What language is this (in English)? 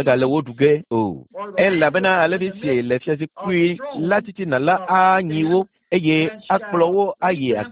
Ewe